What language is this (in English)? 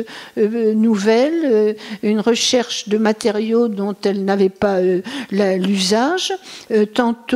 French